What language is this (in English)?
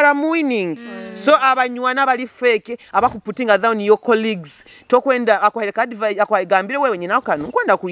Nyoro